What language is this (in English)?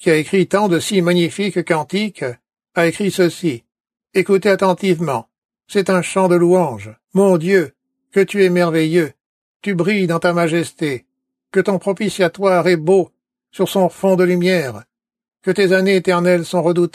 French